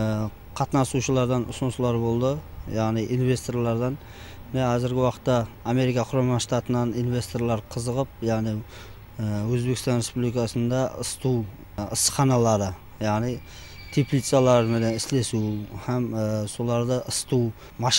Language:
Kara-Kalpak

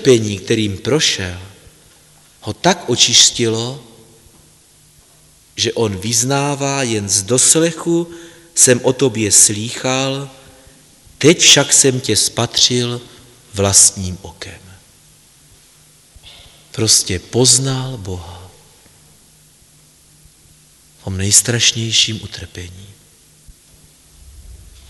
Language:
Czech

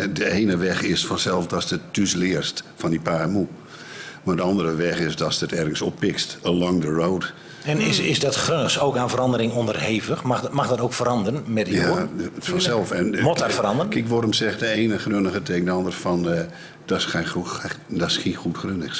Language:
Gronings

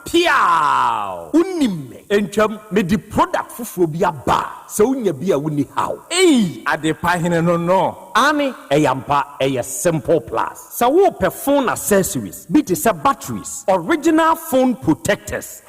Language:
Akan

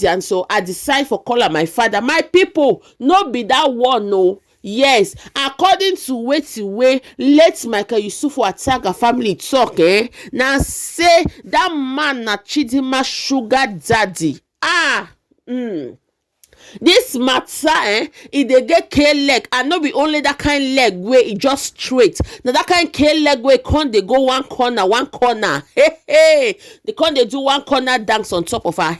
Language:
Nigerian Pidgin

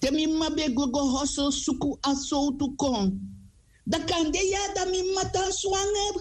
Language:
Sranan Tongo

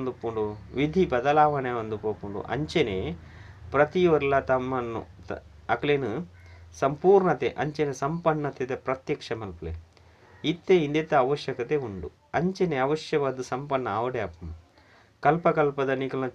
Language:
Tulu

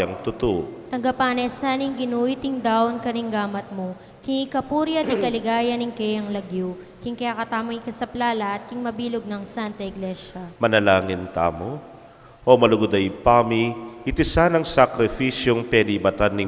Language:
Pampanga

